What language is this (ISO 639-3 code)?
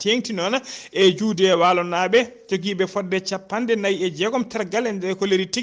ful